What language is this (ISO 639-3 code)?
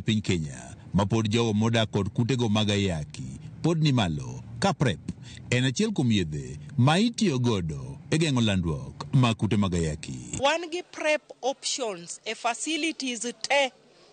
luo